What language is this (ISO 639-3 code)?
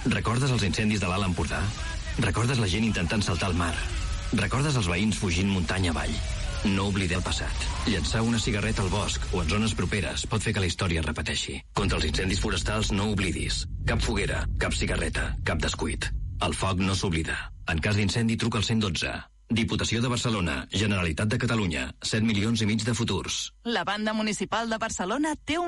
cat